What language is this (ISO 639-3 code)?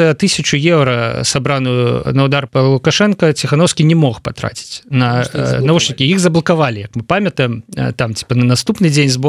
bel